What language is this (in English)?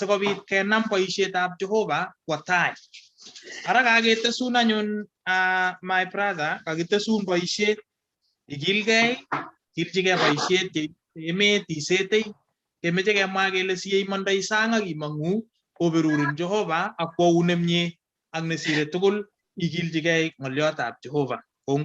Kalenjin